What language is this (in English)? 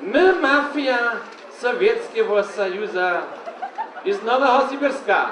Upper Sorbian